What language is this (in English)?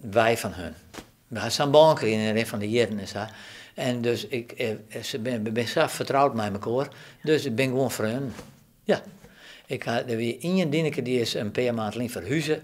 Western Frisian